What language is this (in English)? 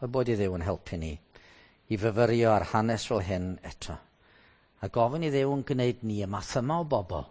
Welsh